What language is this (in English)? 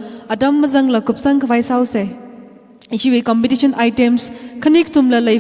Tangkhul Naga (India)